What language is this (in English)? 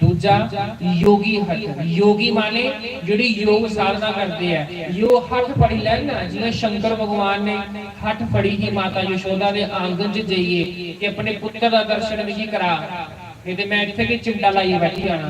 Dogri